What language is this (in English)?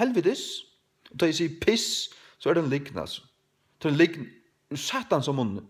Faroese